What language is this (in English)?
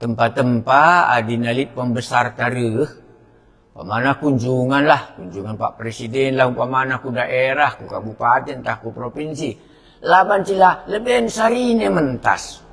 Batak Karo